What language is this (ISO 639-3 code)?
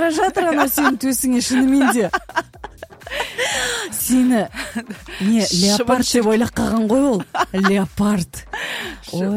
kaz